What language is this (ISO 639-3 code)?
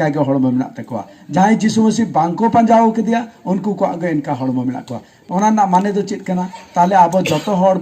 sat